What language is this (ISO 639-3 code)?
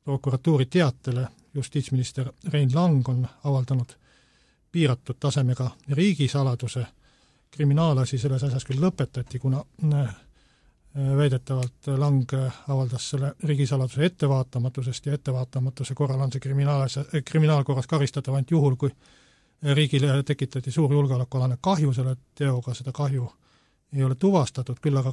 est